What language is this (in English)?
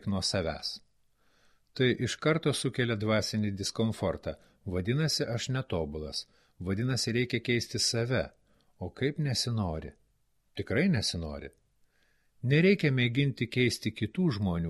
Lithuanian